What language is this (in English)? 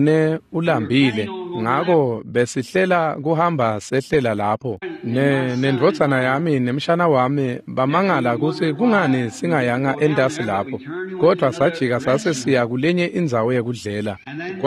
Swati